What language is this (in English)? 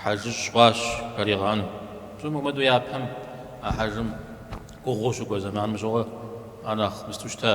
Kabardian